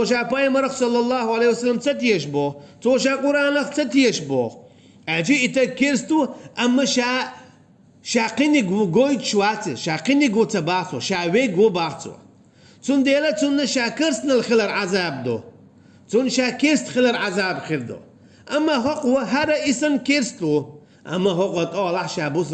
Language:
Chechen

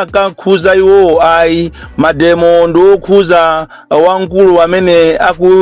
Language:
Nyanja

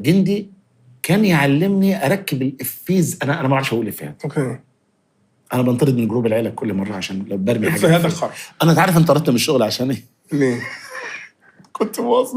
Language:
Egyptian Arabic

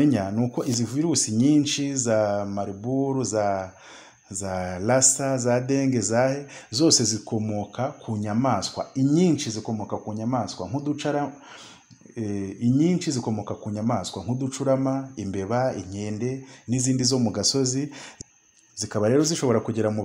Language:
Kinyarwanda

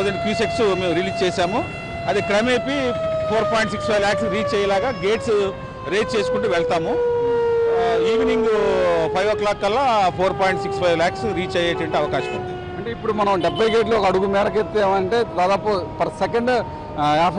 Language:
Telugu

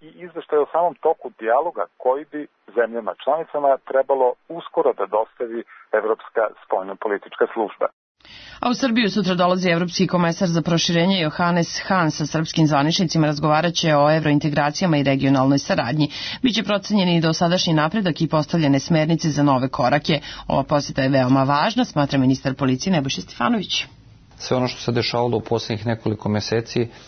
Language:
Serbian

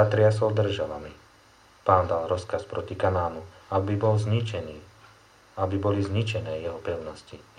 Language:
Slovak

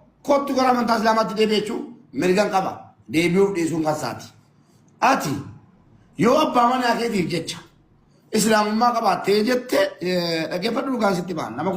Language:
Oromo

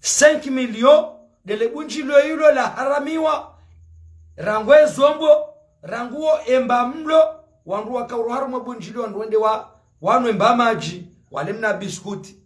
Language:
Ngazidja Comorian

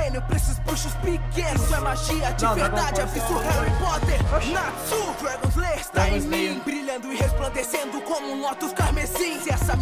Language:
Portuguese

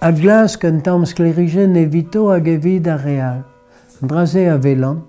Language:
Breton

